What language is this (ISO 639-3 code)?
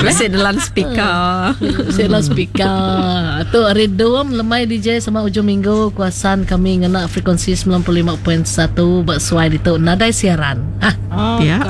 iba